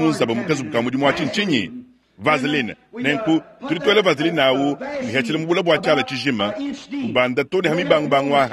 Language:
Luba-Lulua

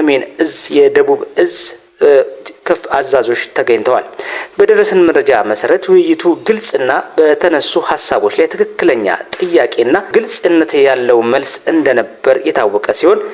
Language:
Amharic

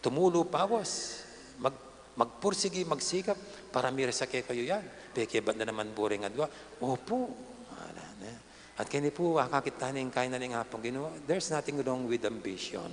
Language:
Pampanga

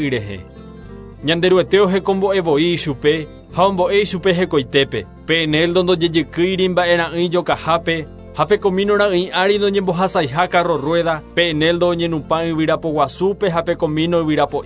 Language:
Guarani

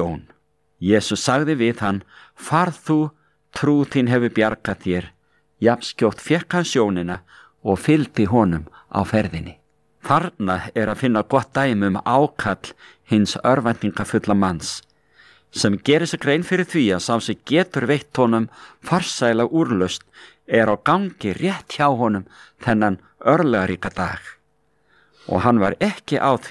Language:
Icelandic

